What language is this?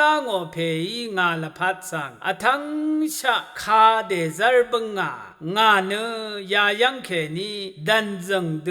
Rawang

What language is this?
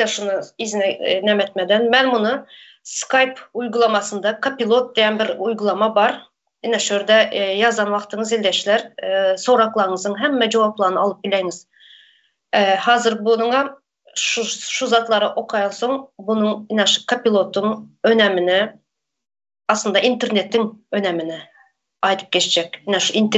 Turkmen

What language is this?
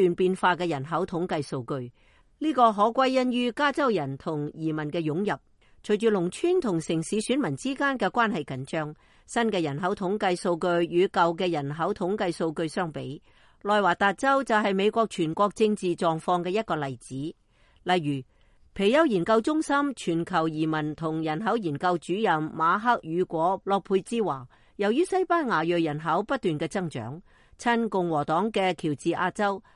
Cantonese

